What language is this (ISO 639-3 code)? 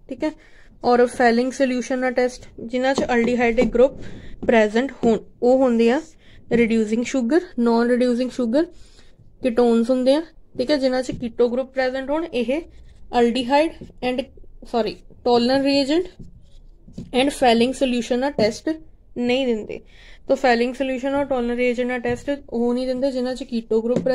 pan